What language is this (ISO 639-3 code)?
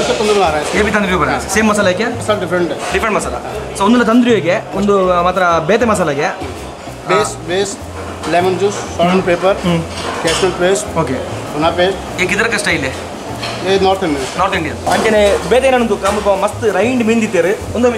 tcy